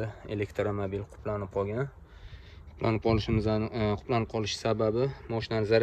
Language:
Uzbek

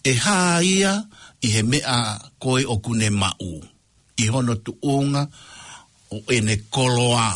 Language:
Tongan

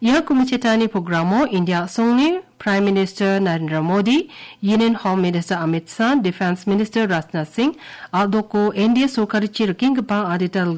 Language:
Garo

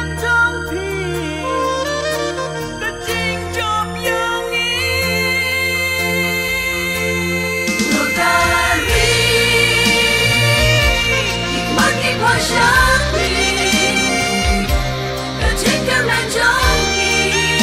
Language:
Khasi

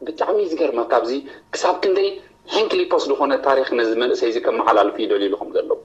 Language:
Tigrinya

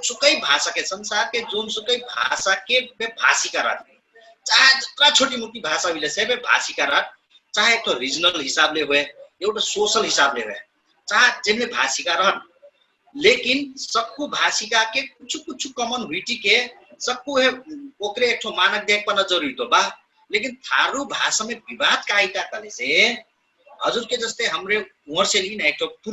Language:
Dangaura Tharu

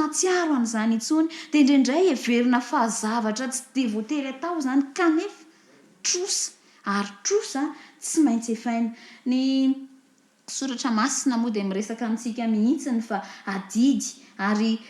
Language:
Malagasy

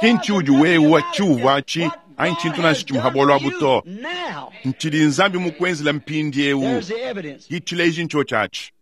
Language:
Luba-Lulua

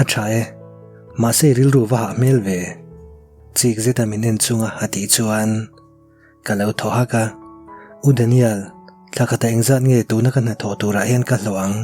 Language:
Mizo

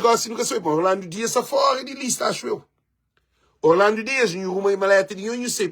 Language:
Kabuverdianu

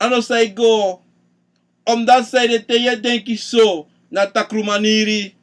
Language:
Sranan Tongo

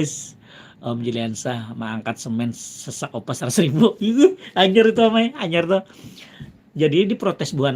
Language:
Banjar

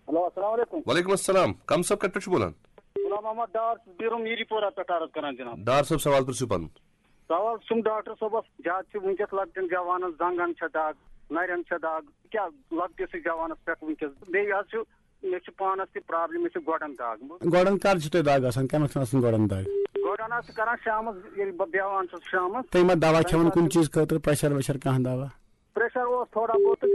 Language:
Kashmiri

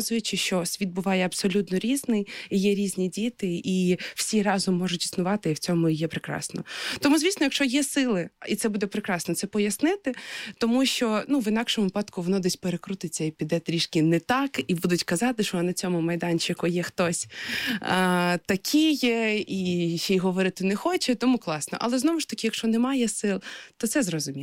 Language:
Ukrainian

